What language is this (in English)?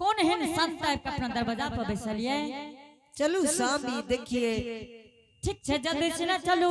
Angika